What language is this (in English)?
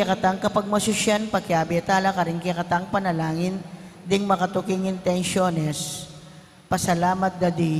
Pampanga